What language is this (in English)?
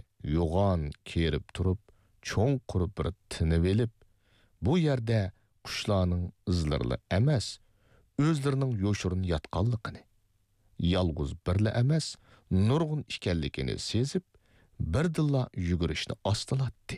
Uyghur